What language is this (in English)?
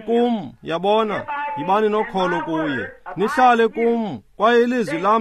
Xhosa